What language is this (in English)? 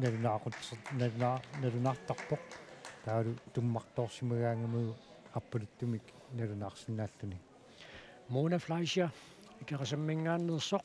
Kalaallisut